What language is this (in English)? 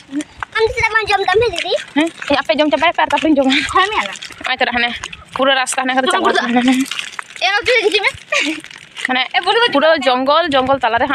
Santali